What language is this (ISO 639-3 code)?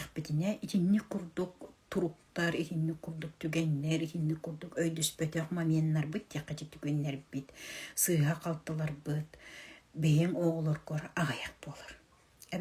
sah